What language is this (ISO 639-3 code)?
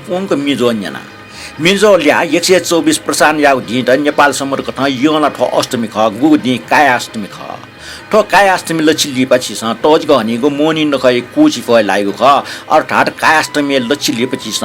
new